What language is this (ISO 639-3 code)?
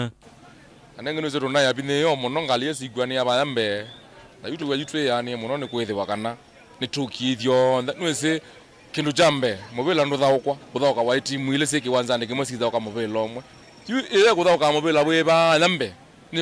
kam